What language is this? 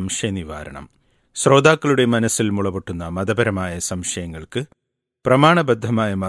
Malayalam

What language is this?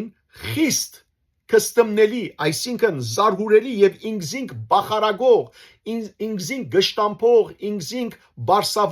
Western Armenian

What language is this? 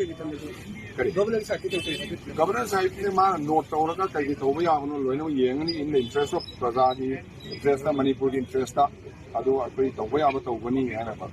Manipuri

